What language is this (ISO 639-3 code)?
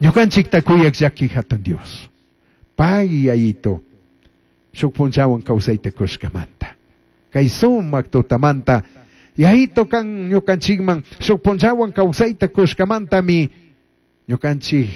qug